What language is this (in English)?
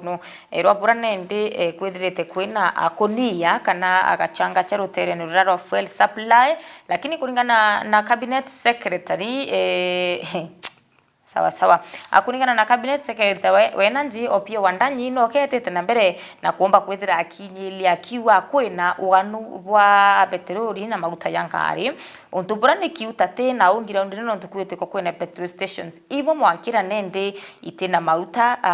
Meru